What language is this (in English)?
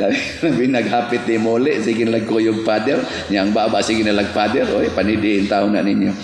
Cebuano